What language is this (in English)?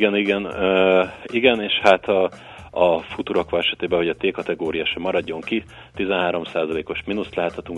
Hungarian